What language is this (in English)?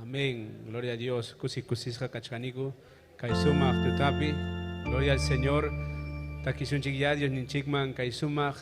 Ayacucho Quechua